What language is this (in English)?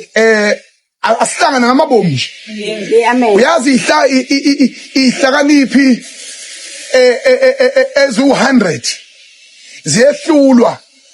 Zulu